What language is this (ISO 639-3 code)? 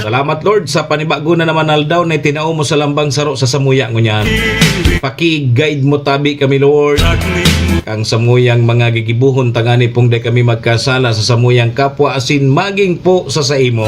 bik